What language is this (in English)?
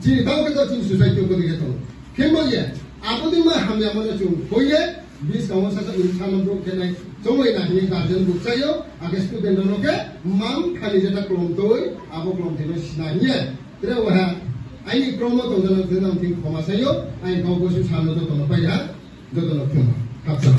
Riang (India)